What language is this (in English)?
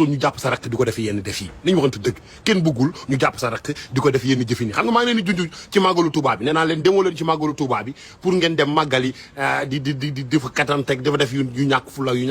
Wolof